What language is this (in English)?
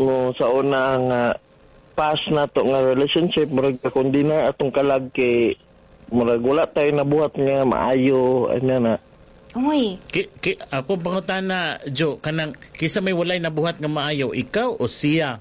Cebuano